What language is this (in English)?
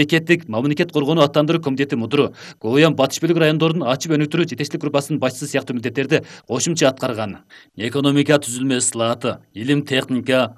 Kyrgyz